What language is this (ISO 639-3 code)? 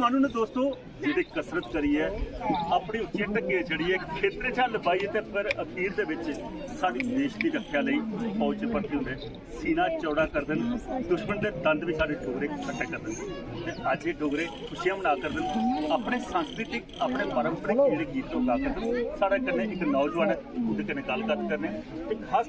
doi